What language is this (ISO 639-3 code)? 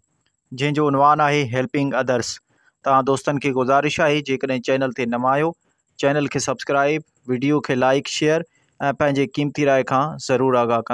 snd